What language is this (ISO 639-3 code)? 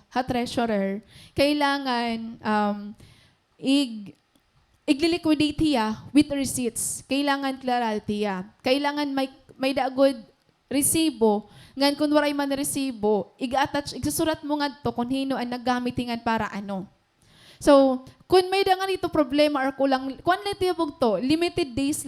war